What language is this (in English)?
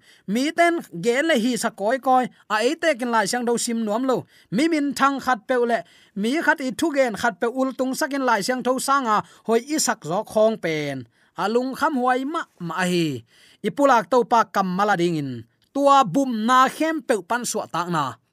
Tedim Chin